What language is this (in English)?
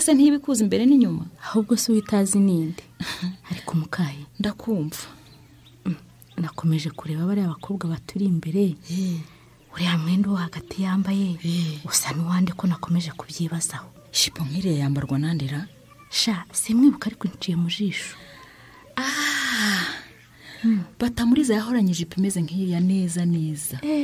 Kinyarwanda